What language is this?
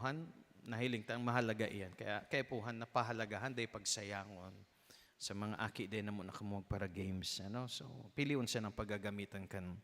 Bikol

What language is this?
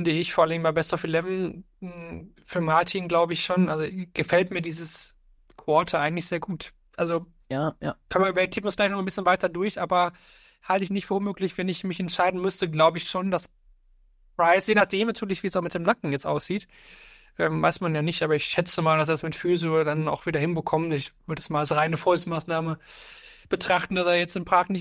German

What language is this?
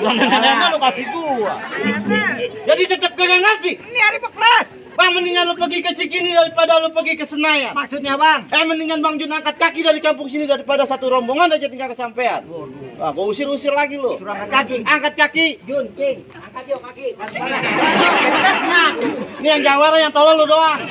Betawi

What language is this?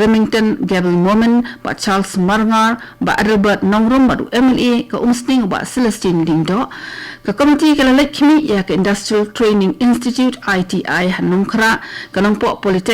Khasi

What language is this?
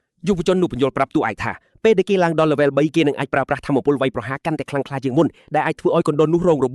Khmer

